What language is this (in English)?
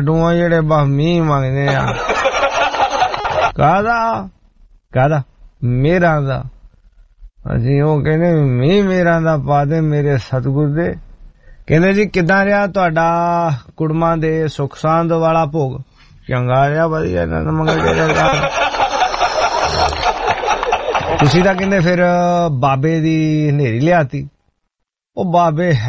Punjabi